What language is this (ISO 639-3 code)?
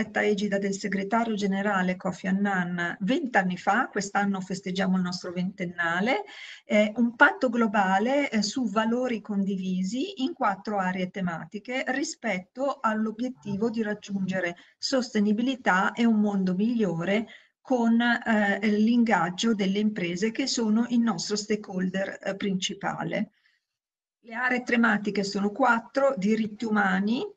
ita